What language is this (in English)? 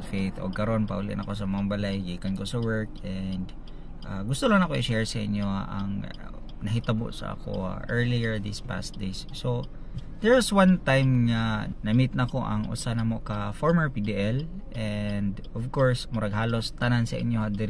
Cebuano